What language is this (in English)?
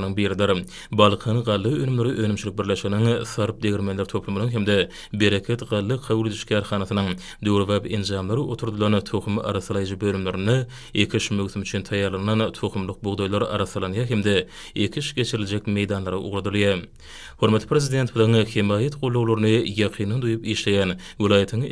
Turkmen